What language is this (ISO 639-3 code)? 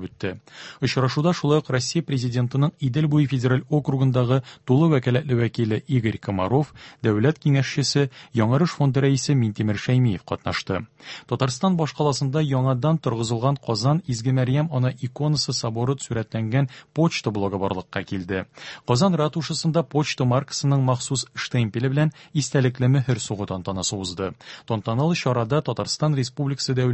tat